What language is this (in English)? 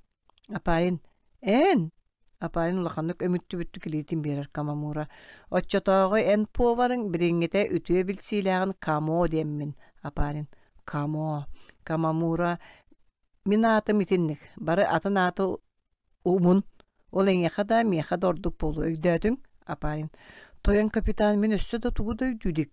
Yakut